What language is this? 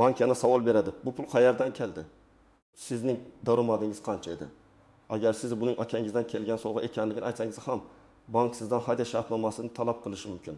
Uzbek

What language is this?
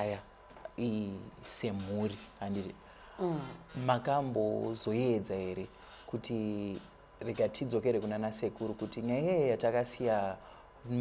Shona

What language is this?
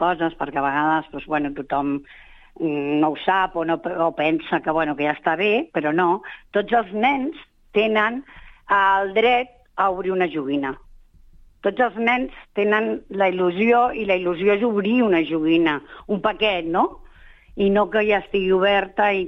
Catalan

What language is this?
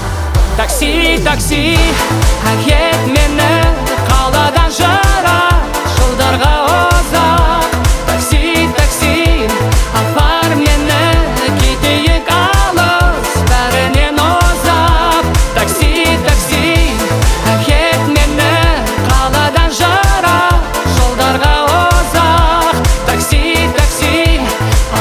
Kazakh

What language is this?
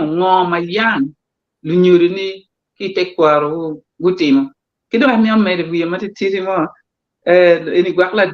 Acoli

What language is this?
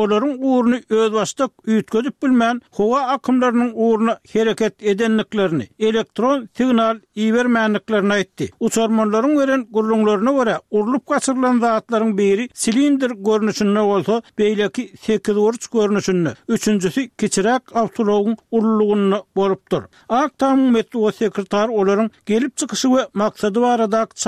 Turkmen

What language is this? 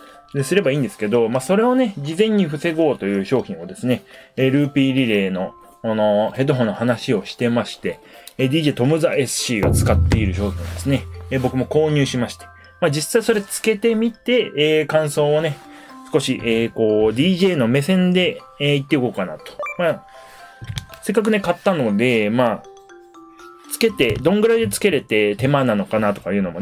Japanese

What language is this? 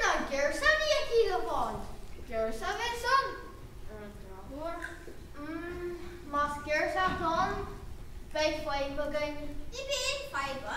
Irish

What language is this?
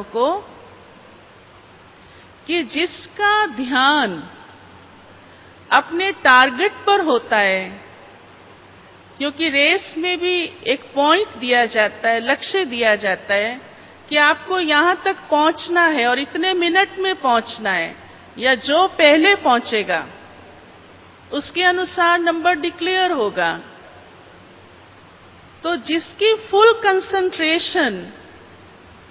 Hindi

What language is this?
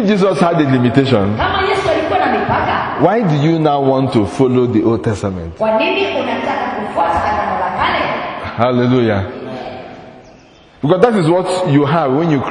Swahili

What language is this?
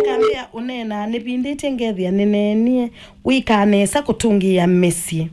Kamba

